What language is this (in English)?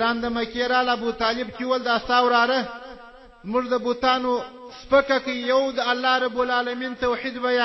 Pashto